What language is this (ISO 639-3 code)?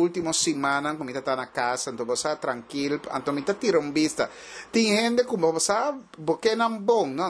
pap